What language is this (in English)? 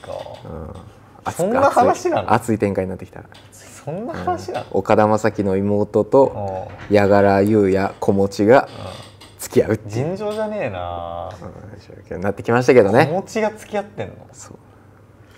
Japanese